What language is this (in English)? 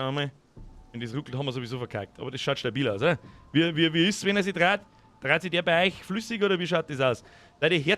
Bavarian